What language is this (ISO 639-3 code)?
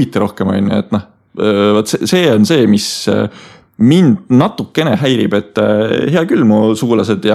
est